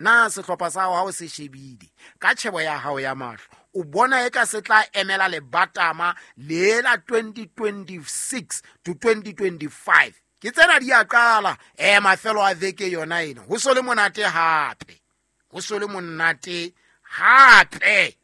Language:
Southern Sotho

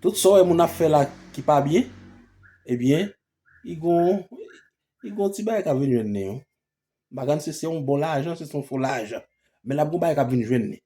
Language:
Haitian Creole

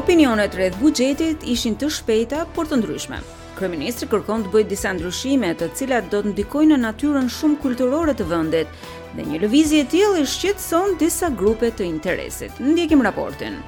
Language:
Albanian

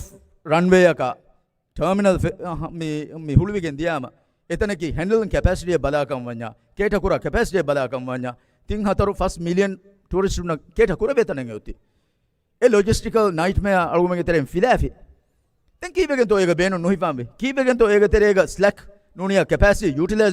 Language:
Divehi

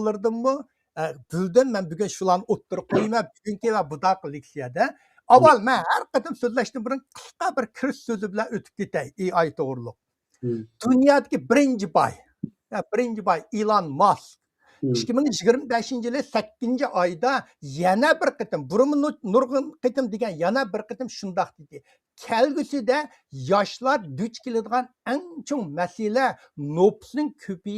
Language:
Uyghur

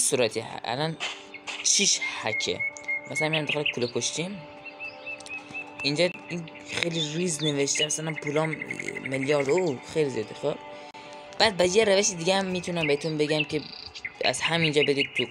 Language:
Persian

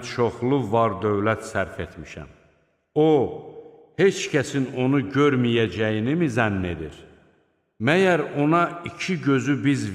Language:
Azerbaijani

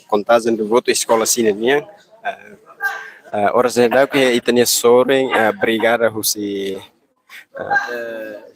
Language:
Tetum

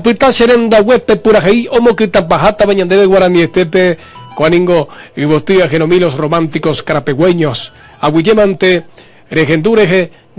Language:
Guarani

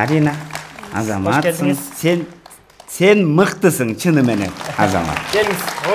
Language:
Kyrgyz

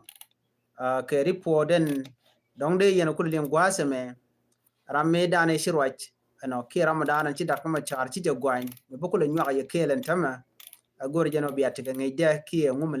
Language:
Nuer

